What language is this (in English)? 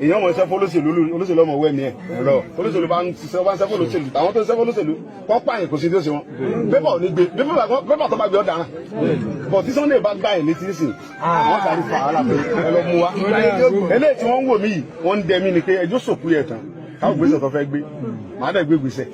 Yoruba